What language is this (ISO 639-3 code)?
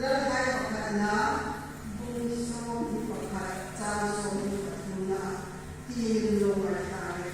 hmr